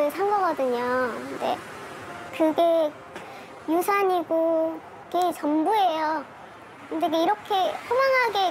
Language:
Korean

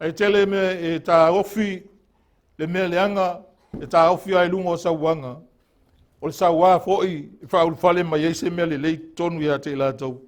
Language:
Samoan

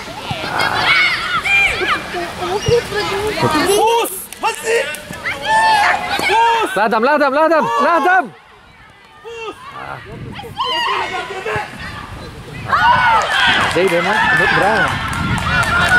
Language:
Dutch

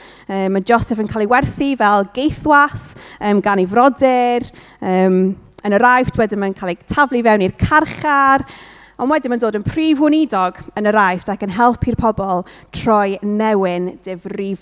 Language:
Welsh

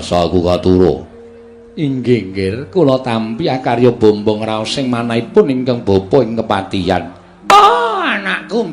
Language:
Javanese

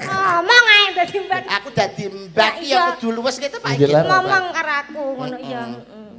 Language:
Javanese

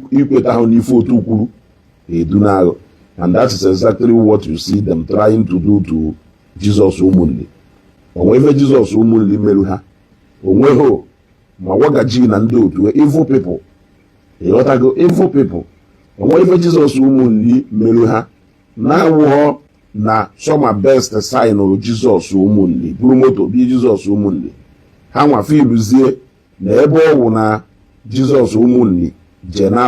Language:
Igbo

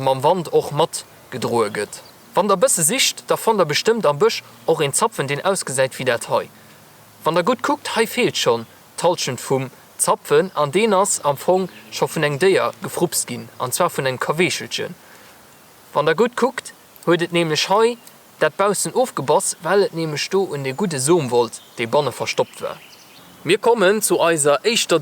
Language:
Luxembourgish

